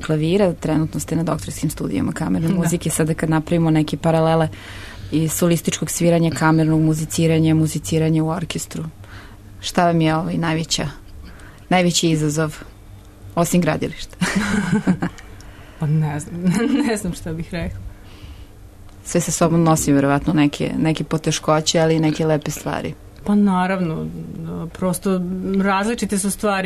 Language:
Serbian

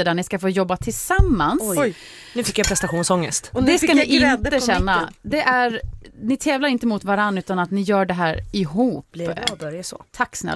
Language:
Swedish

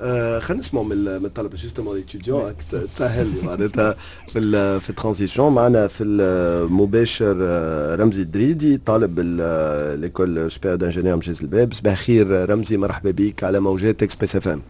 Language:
Tunisian Arabic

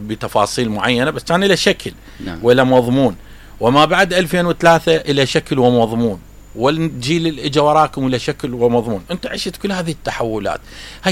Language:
Mesopotamian Arabic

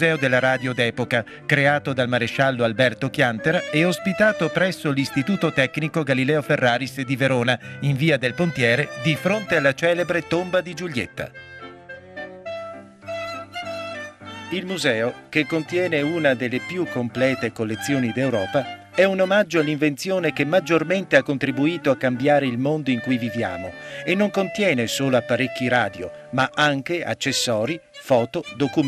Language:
Italian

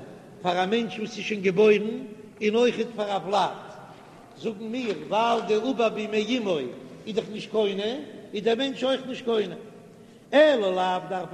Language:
Yiddish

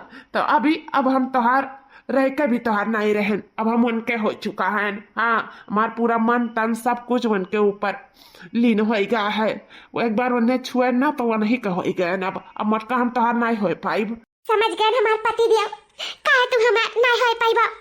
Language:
Awadhi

